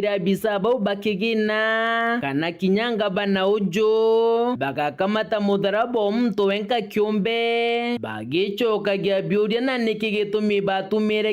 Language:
Meru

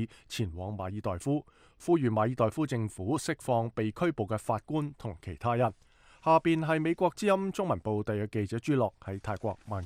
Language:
Cantonese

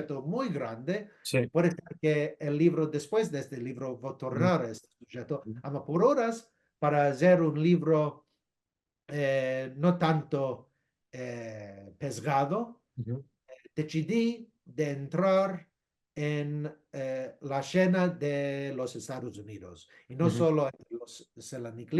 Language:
Ladino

